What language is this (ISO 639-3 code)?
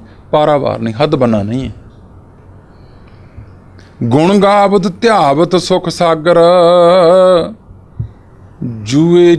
pan